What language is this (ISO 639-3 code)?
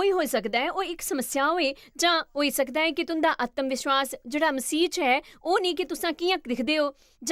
doi